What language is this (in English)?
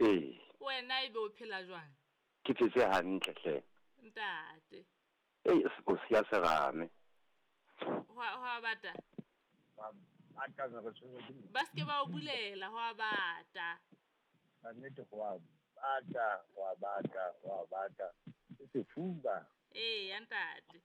Southern Sotho